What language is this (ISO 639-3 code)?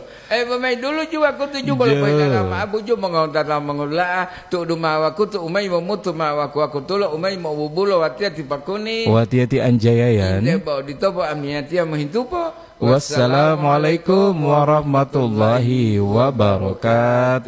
gor